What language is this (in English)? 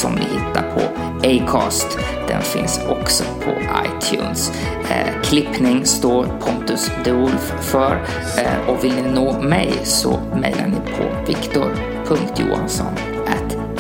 Swedish